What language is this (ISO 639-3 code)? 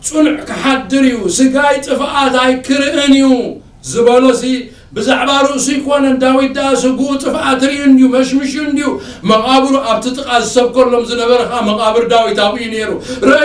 tir